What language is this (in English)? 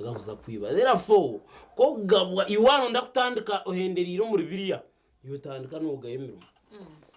Nyankole